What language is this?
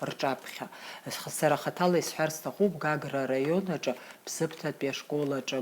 Abkhazian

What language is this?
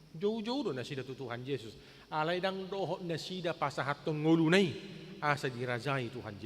Batak Toba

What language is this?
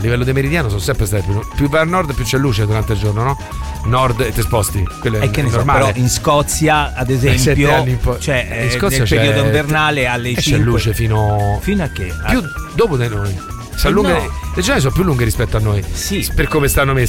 Italian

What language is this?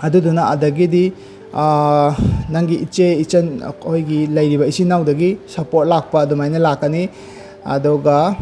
Manipuri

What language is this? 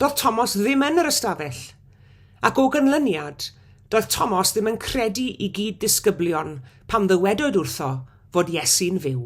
Welsh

